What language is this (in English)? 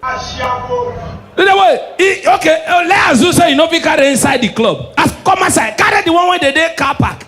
Nigerian Pidgin